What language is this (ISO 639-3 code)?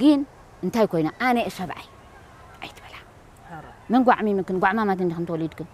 tir